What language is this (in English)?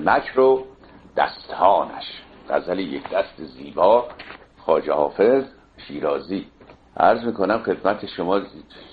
Persian